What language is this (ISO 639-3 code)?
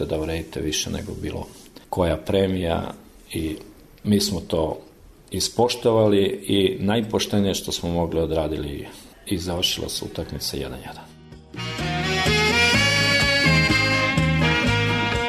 srp